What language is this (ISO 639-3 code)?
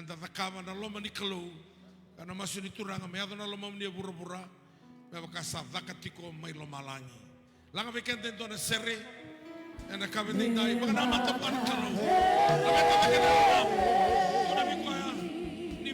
fij